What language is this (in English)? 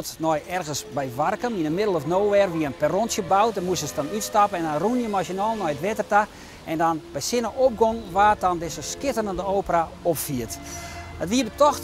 Western Frisian